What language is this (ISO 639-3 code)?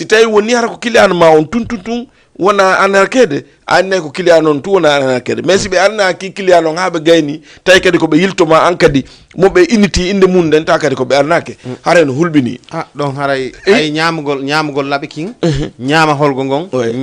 ful